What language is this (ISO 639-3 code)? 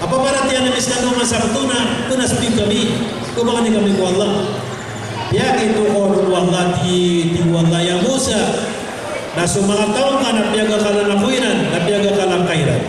mrw